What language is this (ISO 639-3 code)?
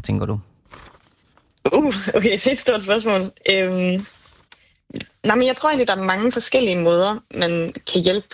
dan